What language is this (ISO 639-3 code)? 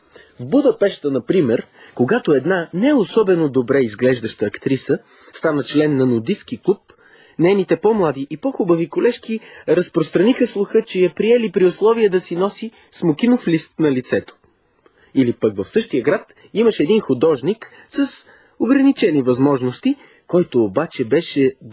bul